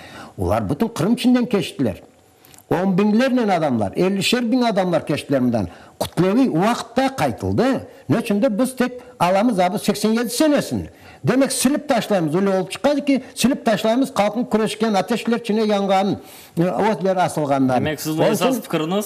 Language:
Crimean Tatar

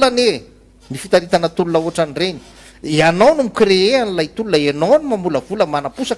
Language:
Malagasy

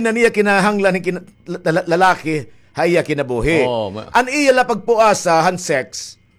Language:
Waray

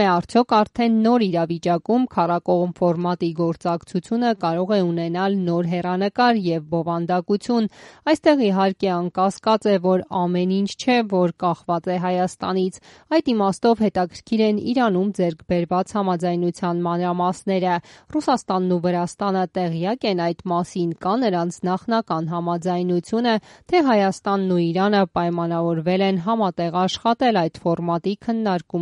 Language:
Armenian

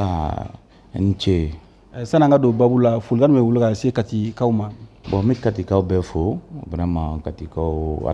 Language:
Bambara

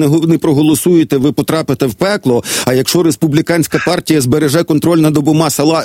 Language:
Ukrainian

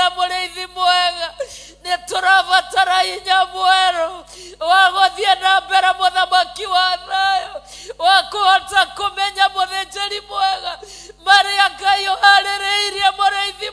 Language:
Kikuyu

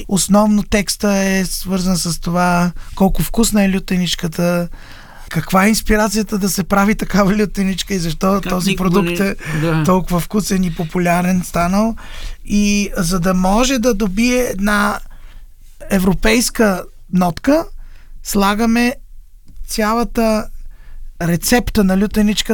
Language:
Bulgarian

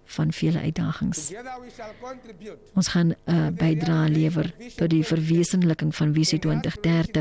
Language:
Afrikaans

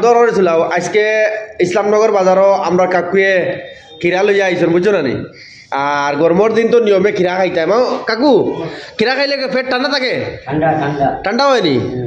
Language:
Sylheti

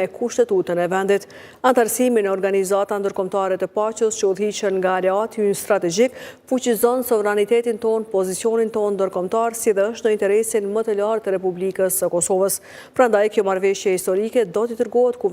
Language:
Albanian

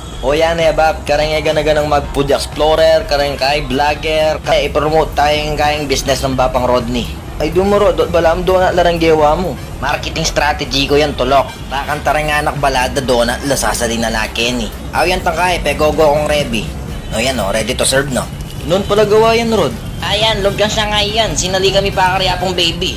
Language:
Pampanga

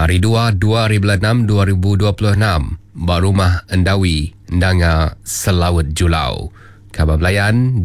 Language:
Iban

